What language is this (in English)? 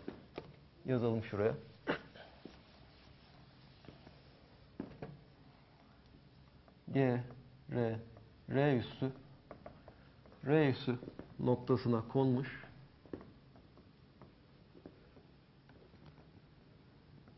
Turkish